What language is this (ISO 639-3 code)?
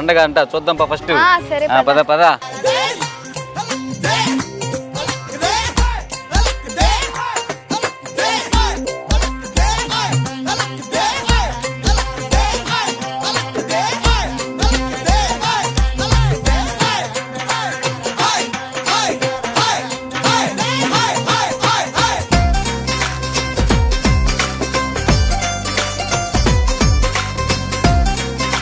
tel